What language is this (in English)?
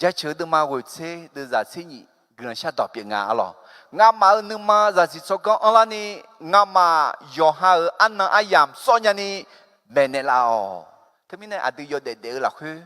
Akha